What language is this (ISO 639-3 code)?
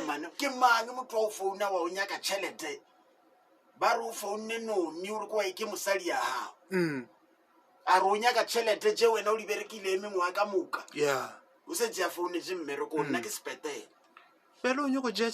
nso